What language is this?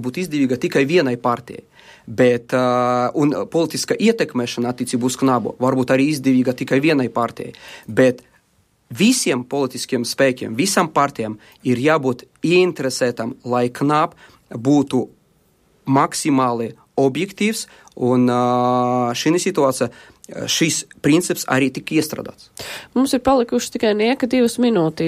Latvian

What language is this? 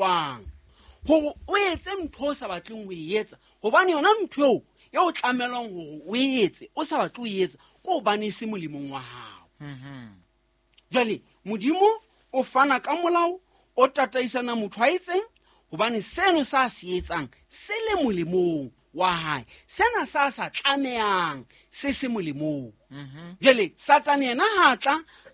Southern Sotho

